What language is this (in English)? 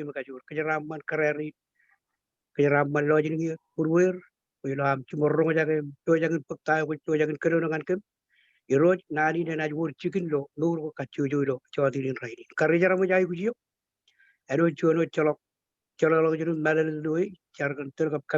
Marshallese